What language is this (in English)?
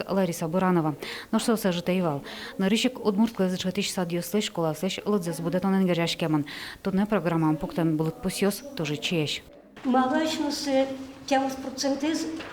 Udmurt